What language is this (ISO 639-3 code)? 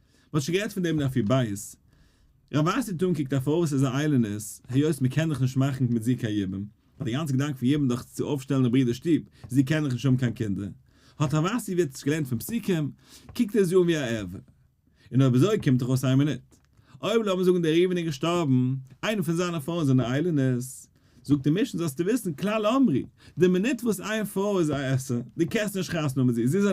yid